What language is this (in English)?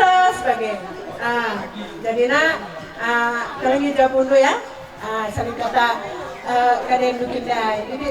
Batak Karo